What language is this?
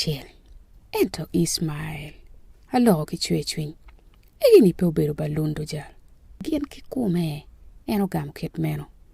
Acoli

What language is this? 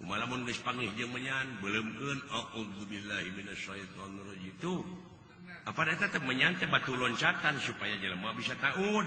Sundanese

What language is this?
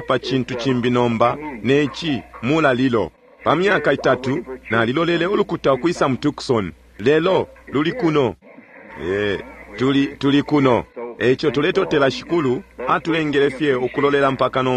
Bemba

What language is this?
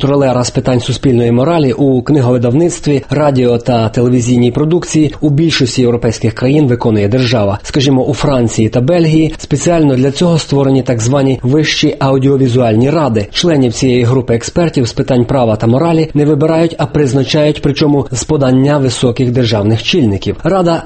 Ukrainian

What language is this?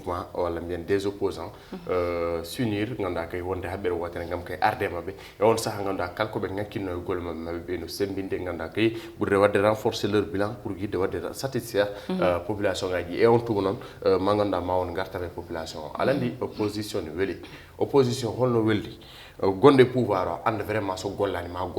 Fula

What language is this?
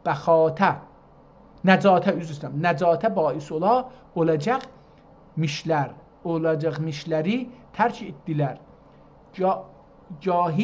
South Azerbaijani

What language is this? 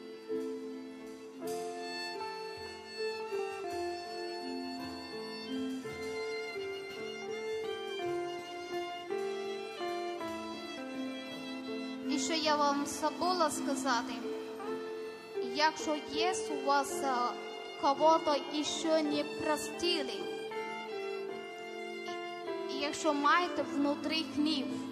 Ukrainian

